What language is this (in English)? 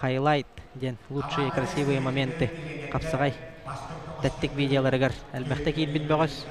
Yakut